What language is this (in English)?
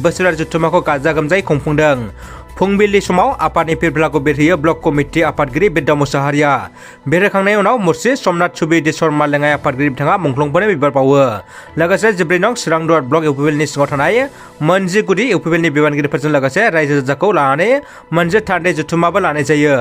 Bodo